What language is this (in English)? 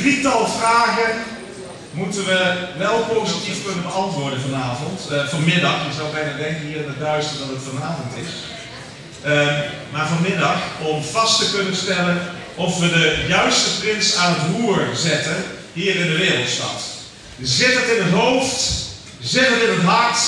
Limburgish